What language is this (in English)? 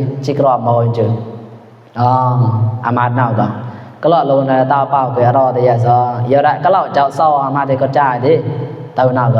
Mon